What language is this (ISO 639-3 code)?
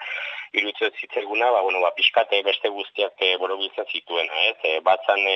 eus